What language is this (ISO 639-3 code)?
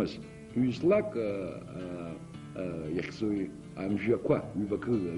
abk